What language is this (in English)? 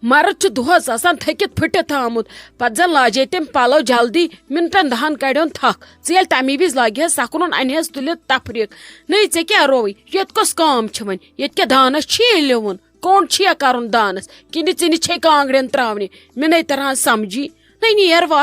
Kashmiri